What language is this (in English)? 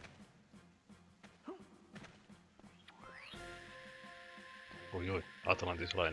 Finnish